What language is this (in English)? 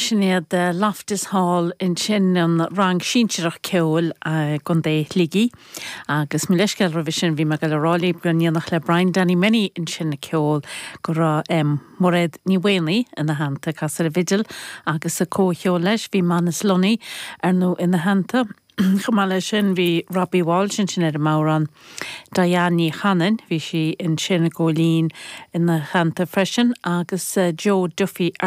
Irish